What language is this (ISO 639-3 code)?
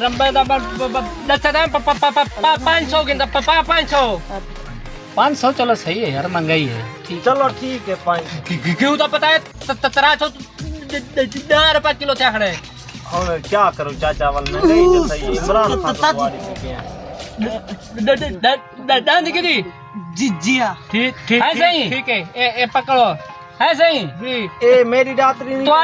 skr